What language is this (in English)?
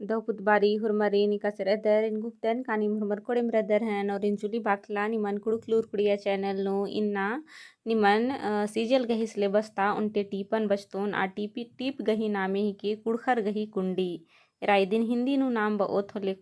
Kurukh